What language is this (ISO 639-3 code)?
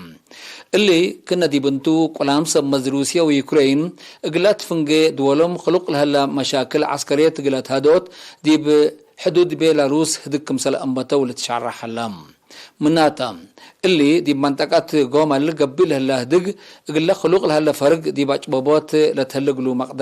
tig